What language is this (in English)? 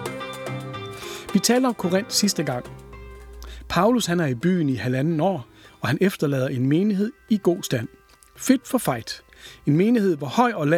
Danish